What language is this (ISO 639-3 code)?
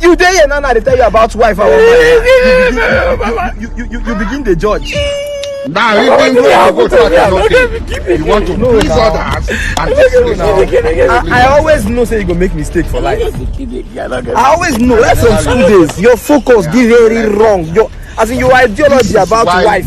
pcm